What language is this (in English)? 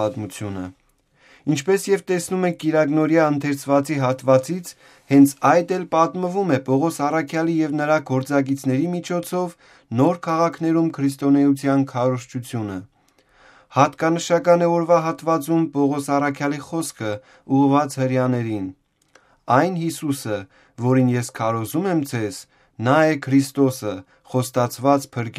Armenian